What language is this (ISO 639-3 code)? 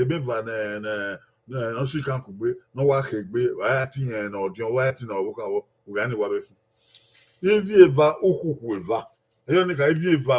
bin